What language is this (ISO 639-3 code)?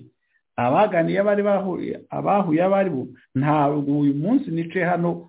kin